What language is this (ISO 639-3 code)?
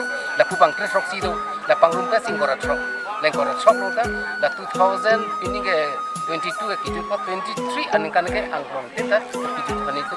mjw